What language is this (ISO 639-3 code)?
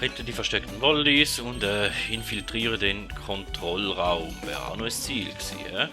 gsw